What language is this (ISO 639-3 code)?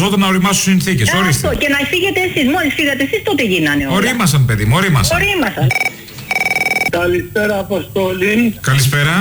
ell